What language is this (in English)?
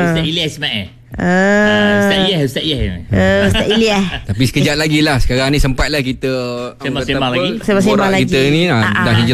Malay